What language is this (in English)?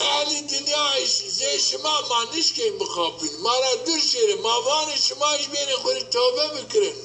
Zaza